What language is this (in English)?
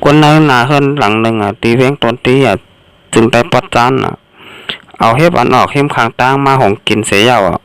Shan